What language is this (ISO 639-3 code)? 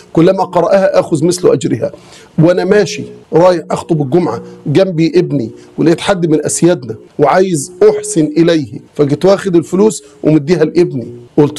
arz